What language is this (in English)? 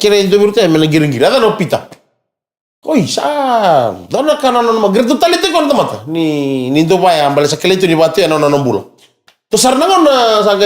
Fijian